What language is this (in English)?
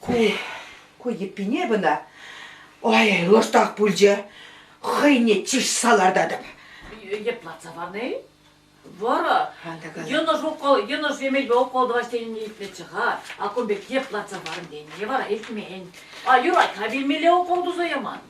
Chuvash